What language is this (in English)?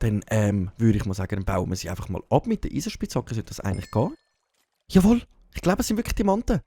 Swiss German